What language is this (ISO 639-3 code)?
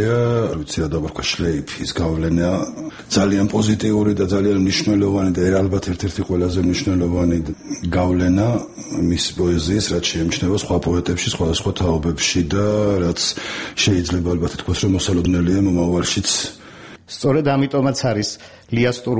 kat